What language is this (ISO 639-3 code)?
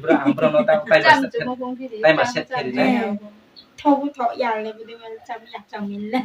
ria